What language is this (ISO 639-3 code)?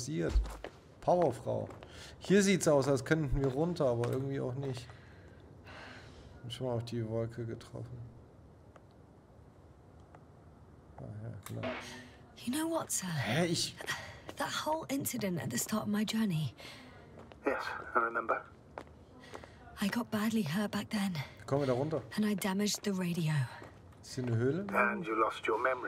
deu